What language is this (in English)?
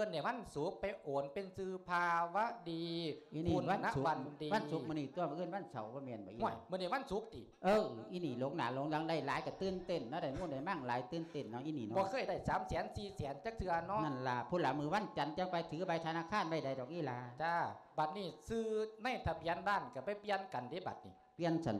Lao